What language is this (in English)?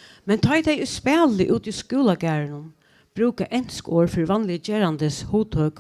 Faroese